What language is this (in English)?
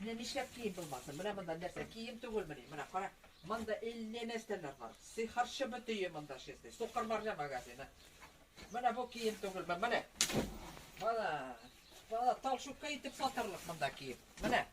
Tatar